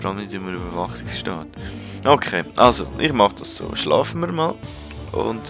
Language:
Swiss German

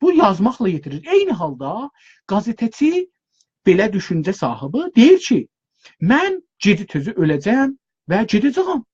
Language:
South Azerbaijani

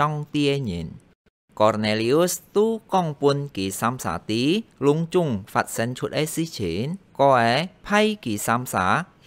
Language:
Hakka Chinese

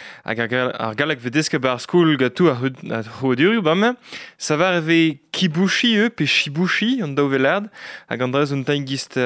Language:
Breton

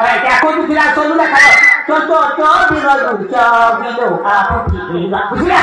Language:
Karbi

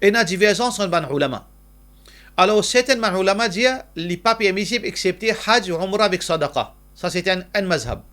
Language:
Morisyen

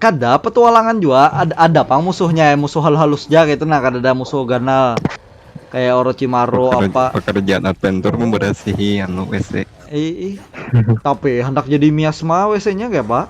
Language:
Banjar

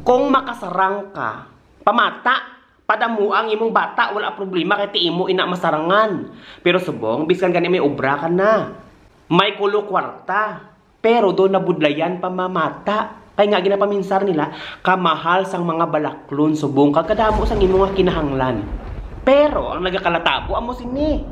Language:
Hiligaynon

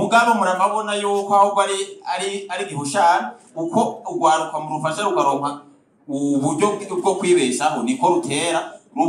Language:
Rundi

